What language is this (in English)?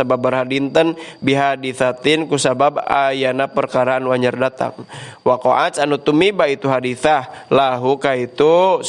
Sundanese